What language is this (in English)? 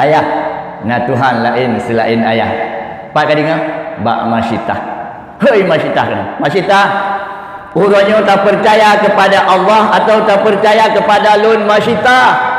Achinese